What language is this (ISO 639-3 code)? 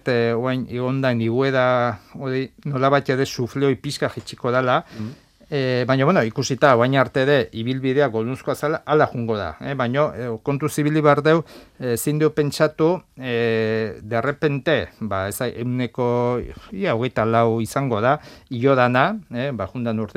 eus